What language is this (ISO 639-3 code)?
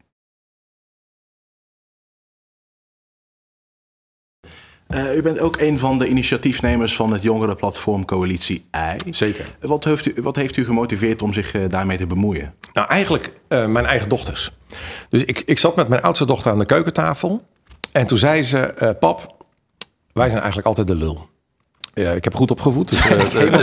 nld